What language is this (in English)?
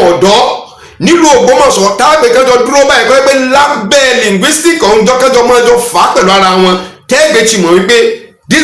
Yoruba